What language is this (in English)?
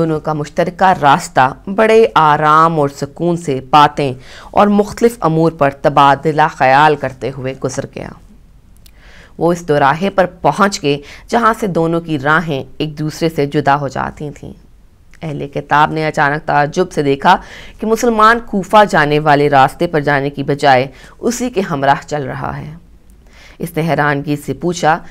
Urdu